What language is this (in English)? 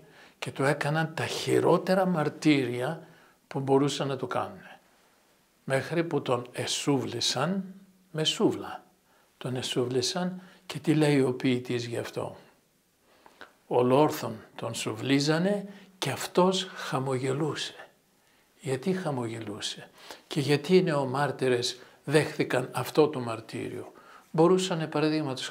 Greek